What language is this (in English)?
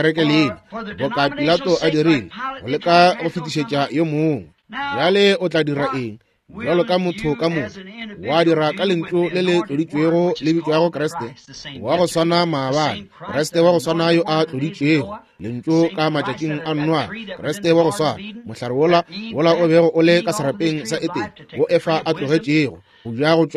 Northern Sotho